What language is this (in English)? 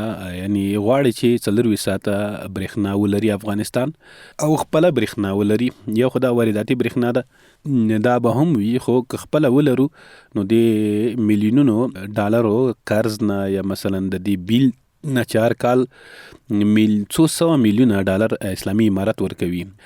Pashto